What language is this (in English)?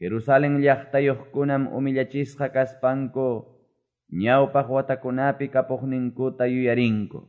Quechua